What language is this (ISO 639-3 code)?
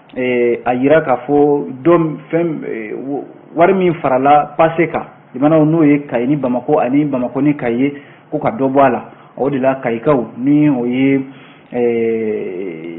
bam